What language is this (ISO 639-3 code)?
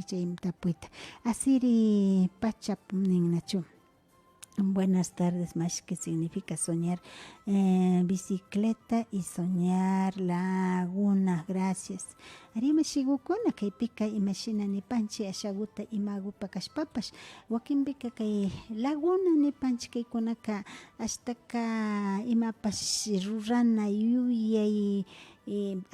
qvi